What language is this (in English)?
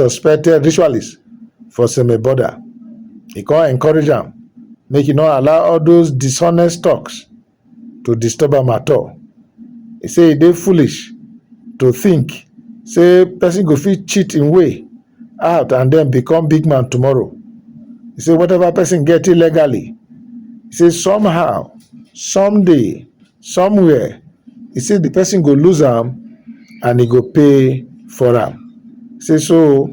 Nigerian Pidgin